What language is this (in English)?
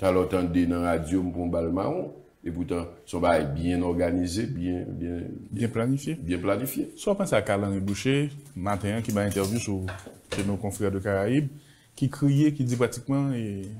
Haitian Creole